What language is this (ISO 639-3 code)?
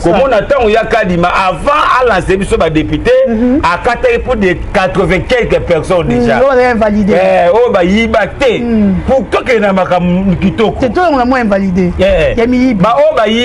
lin